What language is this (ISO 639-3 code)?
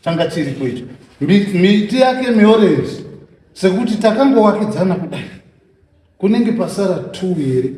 sna